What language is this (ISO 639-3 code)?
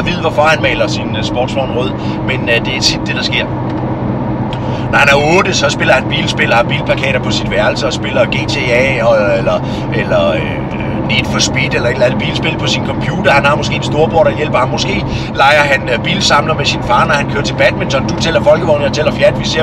dan